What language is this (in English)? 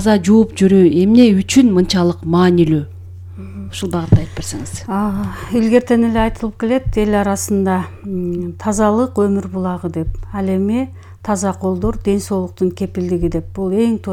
Kyrgyz